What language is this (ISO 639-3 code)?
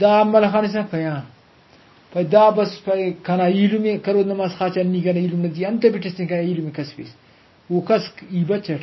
brh